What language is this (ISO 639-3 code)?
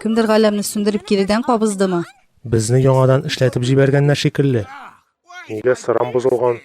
tat